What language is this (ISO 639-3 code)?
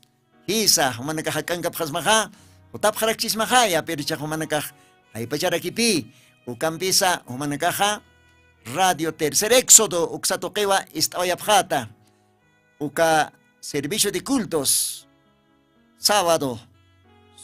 aym